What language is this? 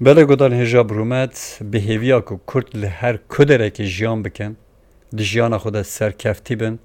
Kurdish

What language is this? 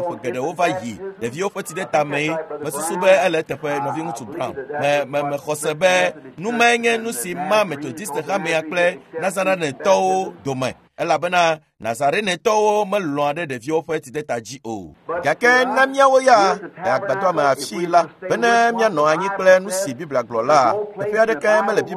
Ewe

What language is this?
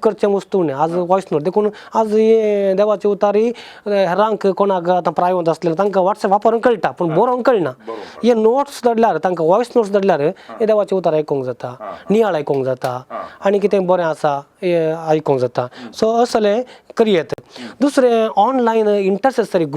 Konkani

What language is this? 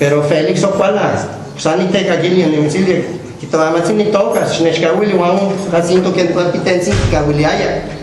Guerrero Nahuatl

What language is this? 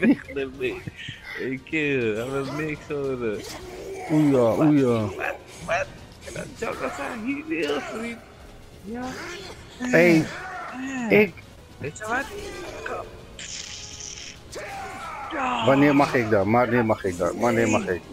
Dutch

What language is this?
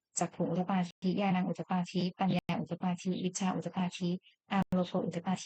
Pali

